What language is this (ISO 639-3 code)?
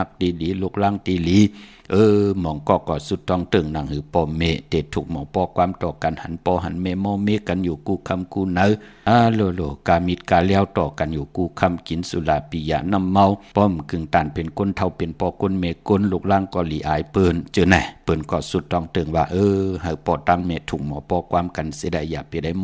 shn